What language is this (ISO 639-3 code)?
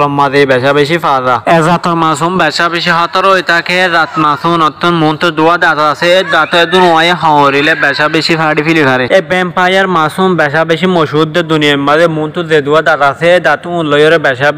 rhg